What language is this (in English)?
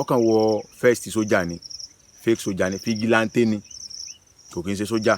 Yoruba